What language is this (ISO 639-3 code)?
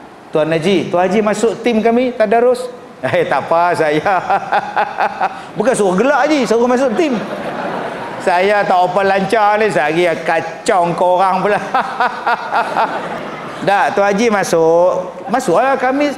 msa